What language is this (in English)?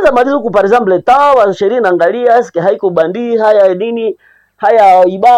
Swahili